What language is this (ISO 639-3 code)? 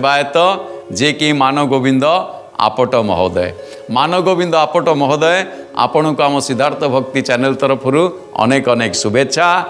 ori